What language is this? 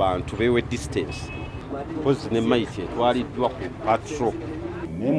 Ganda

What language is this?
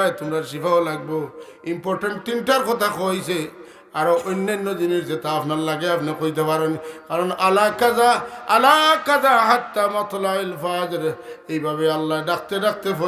Sylheti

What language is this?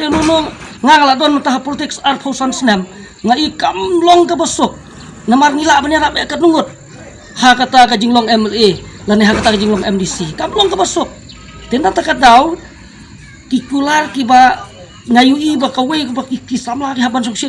Khasi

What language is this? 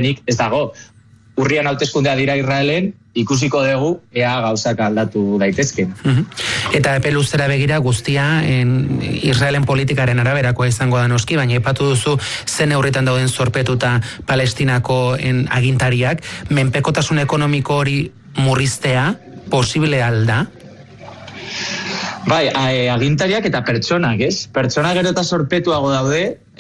Basque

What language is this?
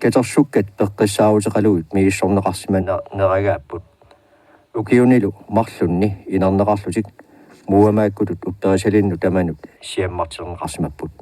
Kalaallisut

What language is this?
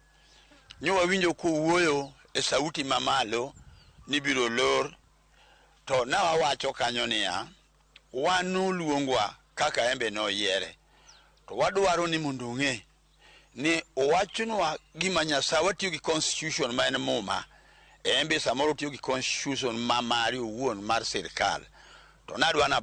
Luo (Kenya and Tanzania)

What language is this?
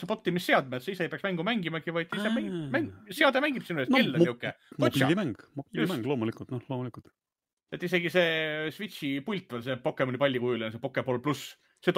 Estonian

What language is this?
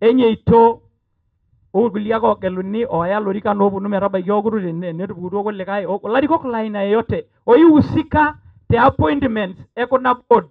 Masai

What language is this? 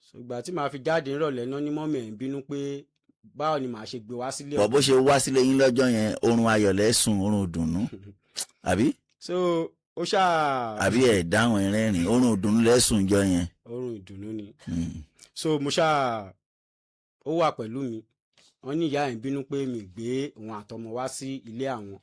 Yoruba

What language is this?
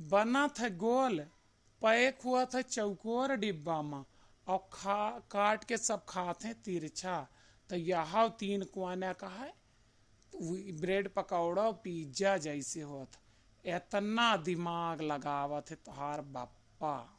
Awadhi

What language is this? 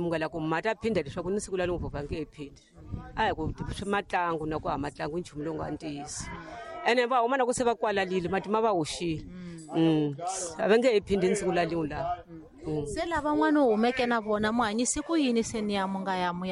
Tsonga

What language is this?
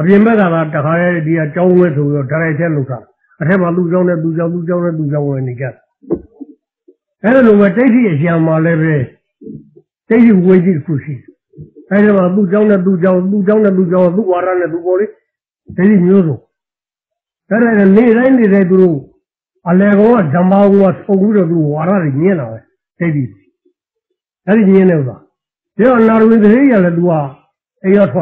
Burmese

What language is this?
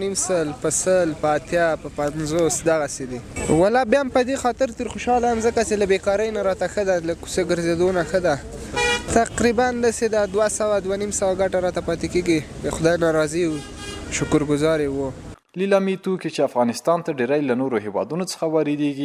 Pashto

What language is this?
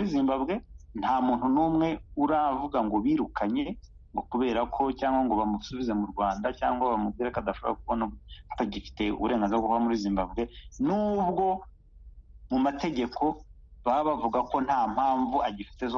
Kinyarwanda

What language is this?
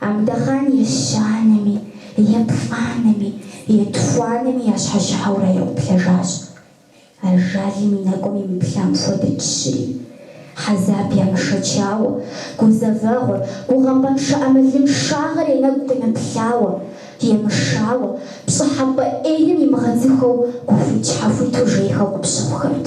Kabardian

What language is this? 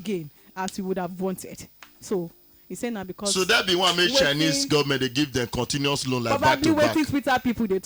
Nigerian Pidgin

